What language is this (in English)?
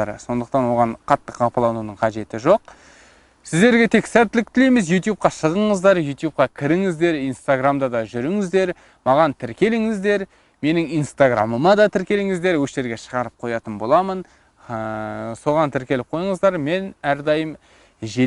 Kazakh